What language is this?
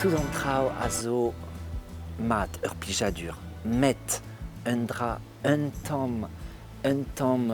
Breton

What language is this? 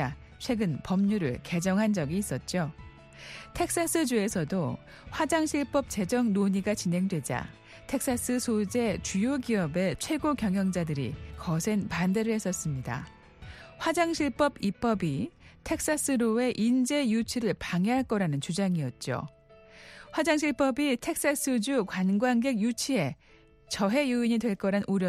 Korean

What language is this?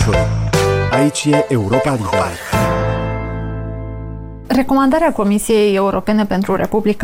Romanian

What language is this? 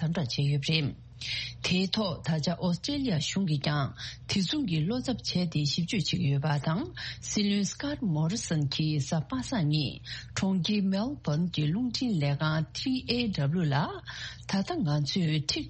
Tibetan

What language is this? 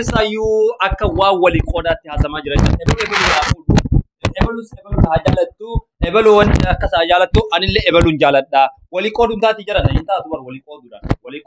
Oromo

